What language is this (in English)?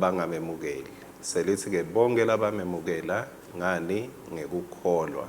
Swati